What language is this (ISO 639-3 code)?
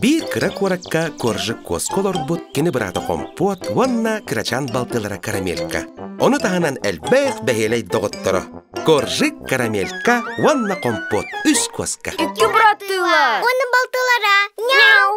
sah